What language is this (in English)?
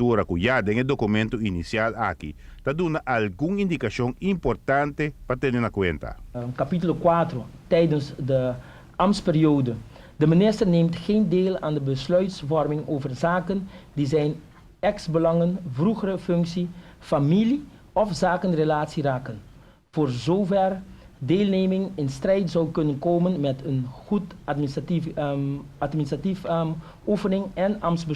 Papiamento